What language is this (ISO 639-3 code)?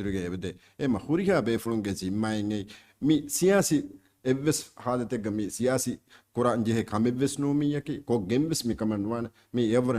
div